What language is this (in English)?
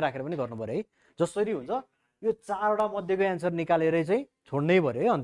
Nepali